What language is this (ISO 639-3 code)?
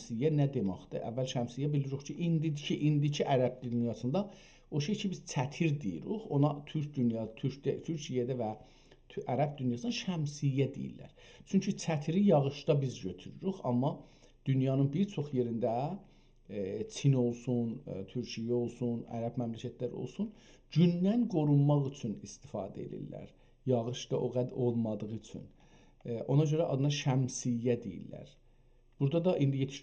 azb